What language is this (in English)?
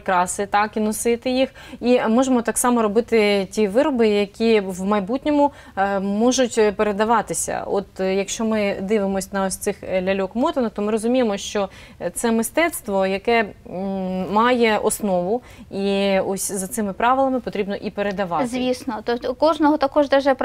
Ukrainian